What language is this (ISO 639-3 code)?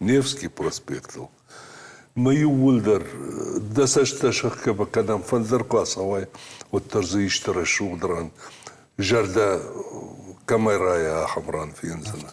oss